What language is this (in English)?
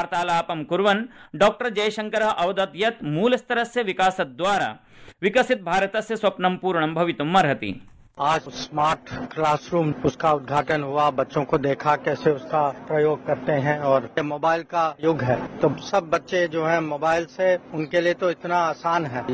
Sanskrit